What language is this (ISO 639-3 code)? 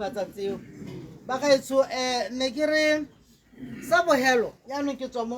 tsn